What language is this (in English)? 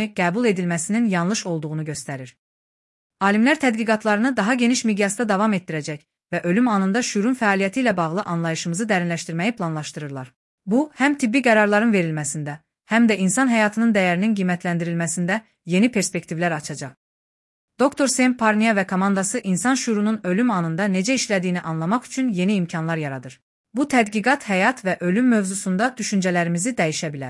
Azerbaijani